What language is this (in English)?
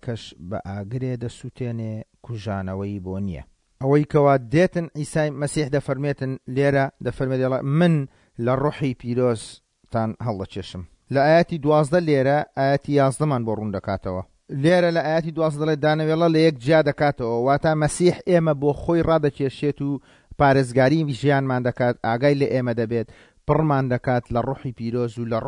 Central Kurdish